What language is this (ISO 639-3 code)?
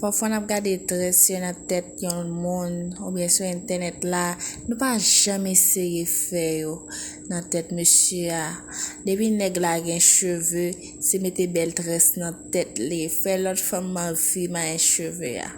hat